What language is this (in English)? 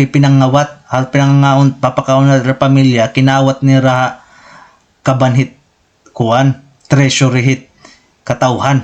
Waray